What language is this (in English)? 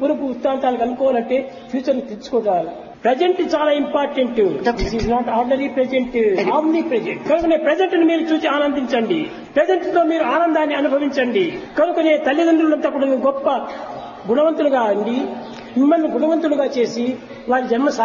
Telugu